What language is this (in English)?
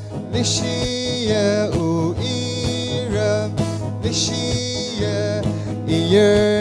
Tangkhul Naga (India)